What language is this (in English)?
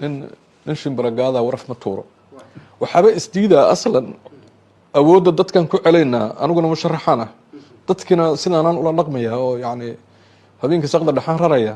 Somali